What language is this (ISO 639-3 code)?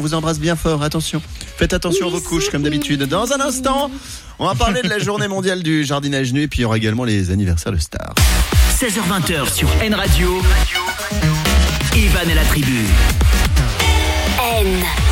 fra